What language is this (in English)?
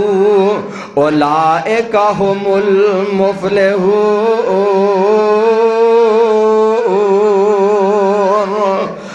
Western Panjabi